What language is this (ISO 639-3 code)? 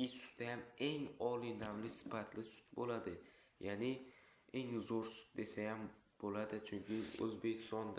uzb